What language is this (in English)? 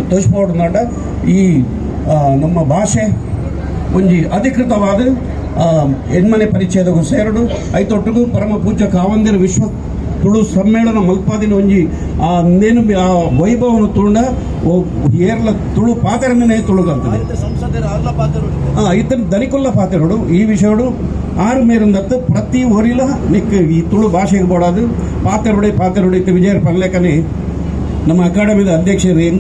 Tulu